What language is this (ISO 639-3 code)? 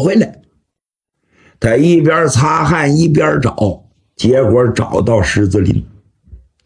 zho